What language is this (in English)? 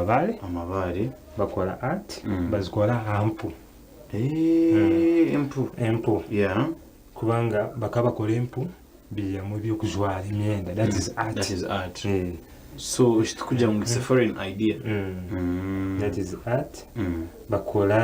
Nyankole